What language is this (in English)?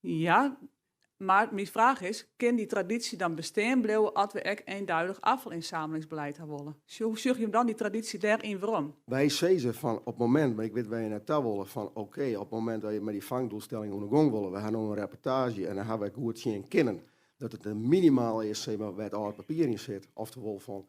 Western Frisian